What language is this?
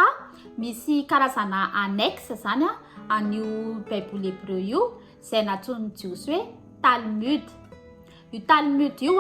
Malagasy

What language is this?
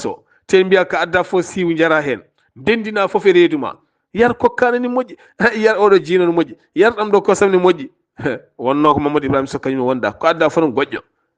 Fula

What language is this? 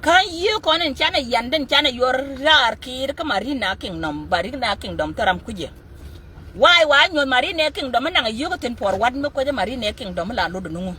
Nuer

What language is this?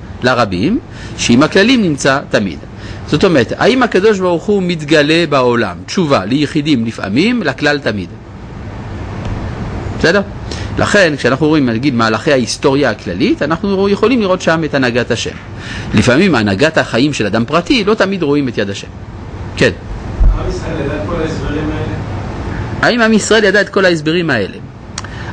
Hebrew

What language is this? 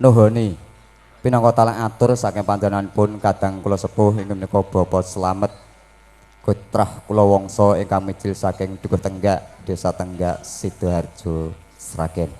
Javanese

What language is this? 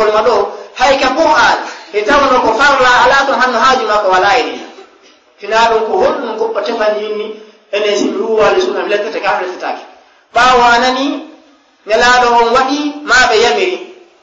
Fula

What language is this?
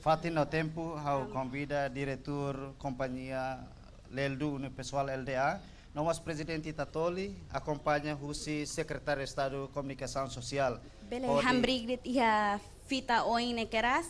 Tetum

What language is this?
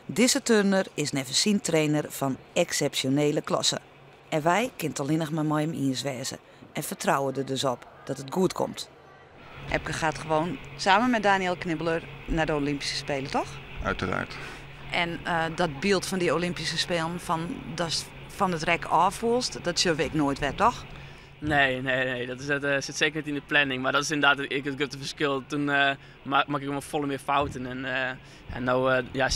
Western Frisian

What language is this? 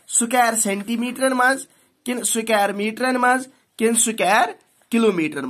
Kashmiri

